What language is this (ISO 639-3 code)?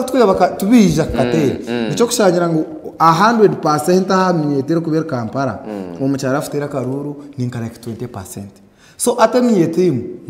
nyn